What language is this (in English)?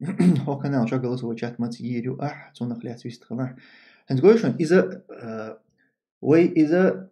Chechen